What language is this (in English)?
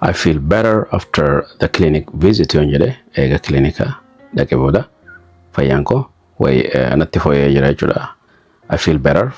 Oromo